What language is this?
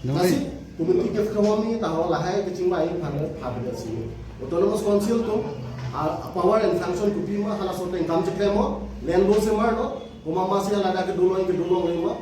Karbi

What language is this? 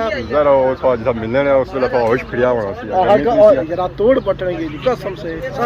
Pahari-Potwari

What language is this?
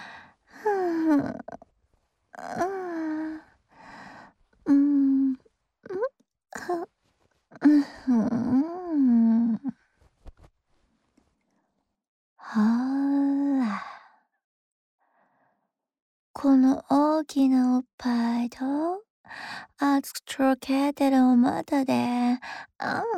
Japanese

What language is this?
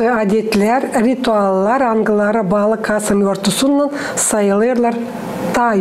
Gagauz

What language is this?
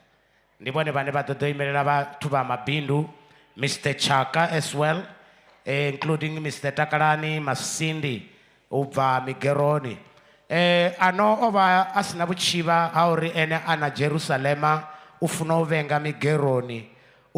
Venda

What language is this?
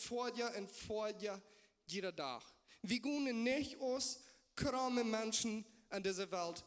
Plautdietsch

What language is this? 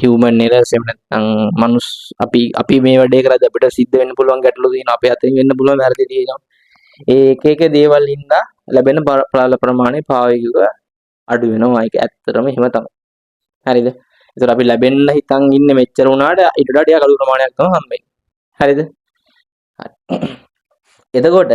Sinhala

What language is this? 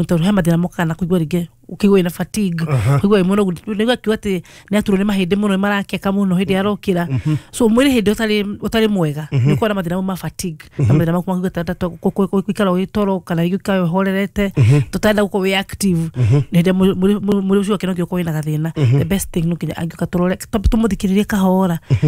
Kikuyu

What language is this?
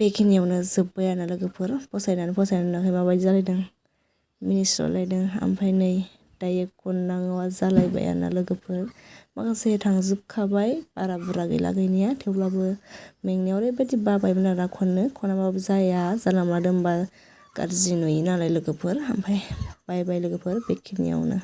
Bodo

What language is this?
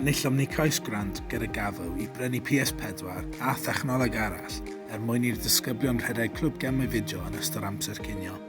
Welsh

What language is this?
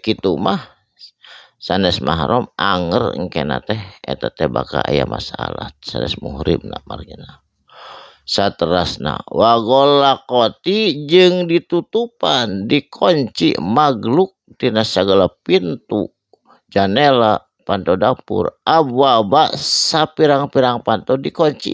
Sundanese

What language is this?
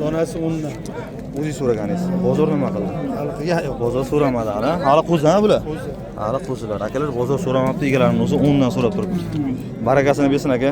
Uzbek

